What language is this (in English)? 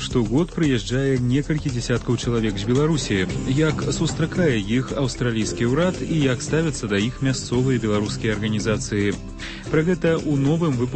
Belarusian